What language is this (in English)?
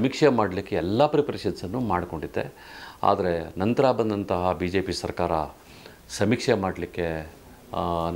Kannada